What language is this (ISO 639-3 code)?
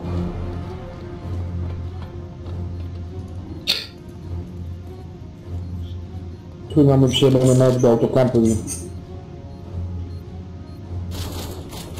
pol